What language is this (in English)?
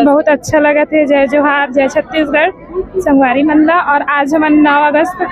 Chhattisgarhi